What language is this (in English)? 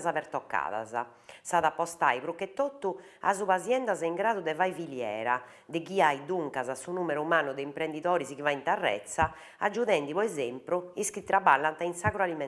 Sardinian